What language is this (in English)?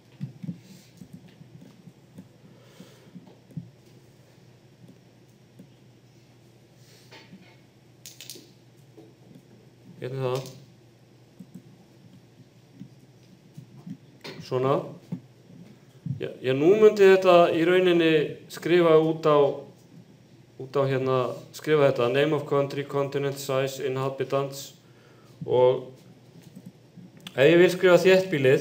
Icelandic